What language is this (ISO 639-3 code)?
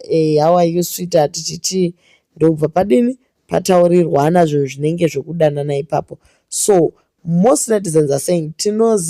sna